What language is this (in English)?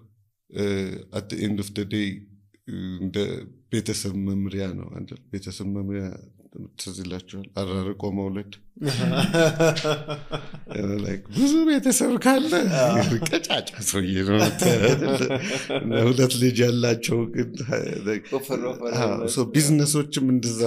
Amharic